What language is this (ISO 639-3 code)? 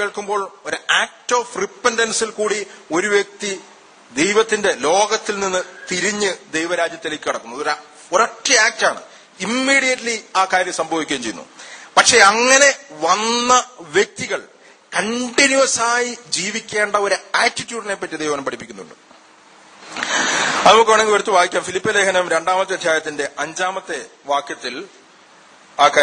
mal